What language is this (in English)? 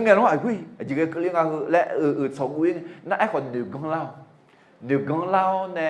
Akha